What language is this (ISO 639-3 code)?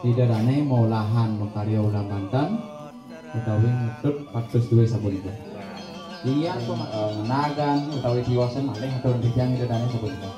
ban